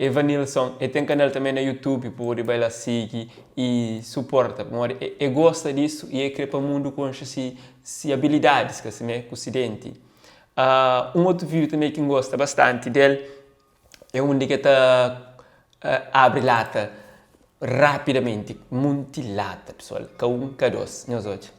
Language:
Kabuverdianu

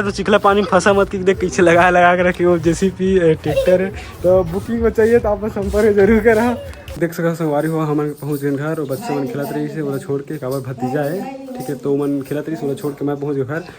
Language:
Chhattisgarhi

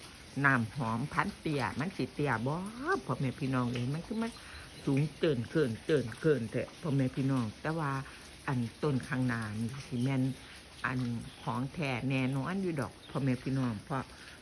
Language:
Northeastern Thai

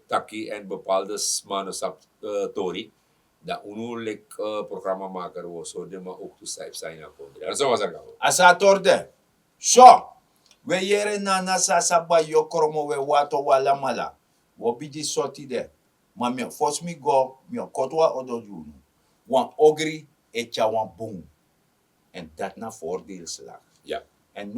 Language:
Sranan Tongo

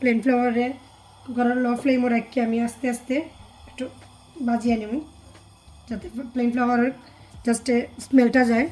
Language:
Sylheti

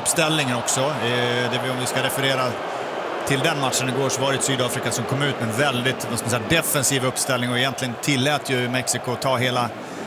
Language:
Swedish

